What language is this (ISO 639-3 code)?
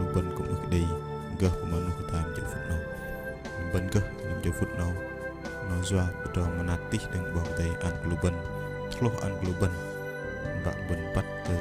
bdq